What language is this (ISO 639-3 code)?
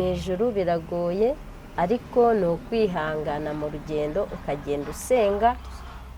kin